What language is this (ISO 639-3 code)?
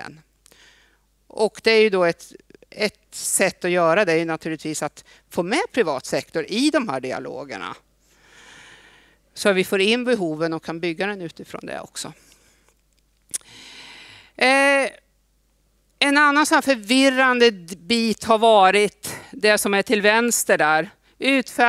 swe